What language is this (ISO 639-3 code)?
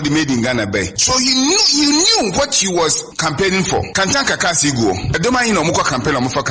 aka